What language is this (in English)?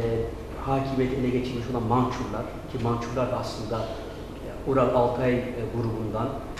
Turkish